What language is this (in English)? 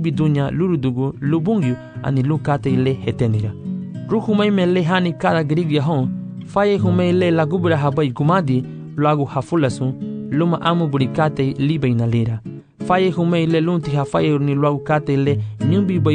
Garifuna